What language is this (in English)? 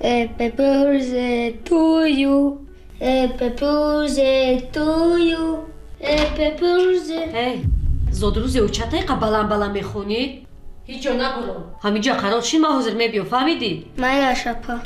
Tajik